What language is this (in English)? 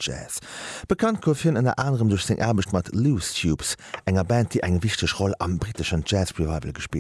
Luxembourgish